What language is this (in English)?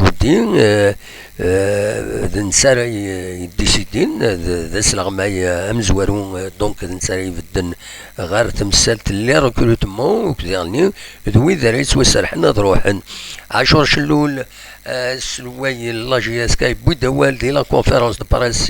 Kabyle